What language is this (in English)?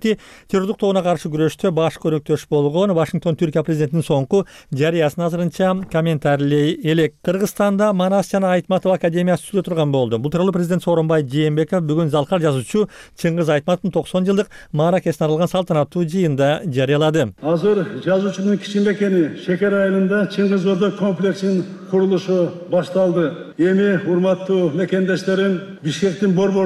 Kyrgyz